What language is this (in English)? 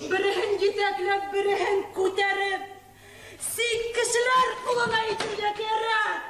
Bashkir